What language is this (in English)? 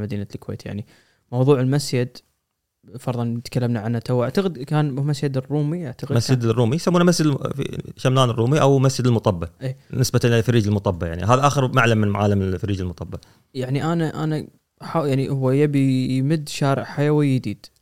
Gulf Arabic